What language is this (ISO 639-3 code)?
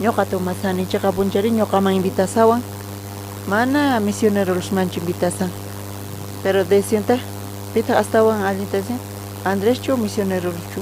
quh